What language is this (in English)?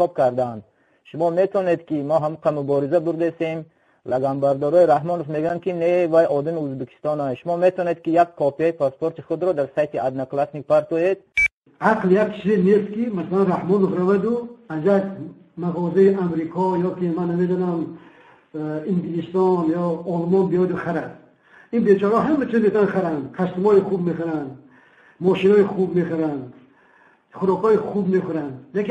Tajik